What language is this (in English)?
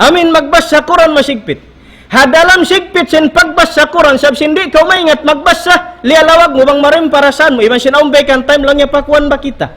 Tausug